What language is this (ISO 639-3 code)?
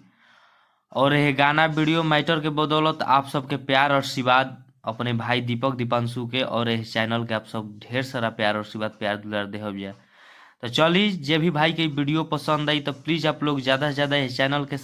bho